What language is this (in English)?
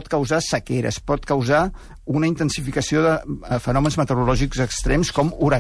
Catalan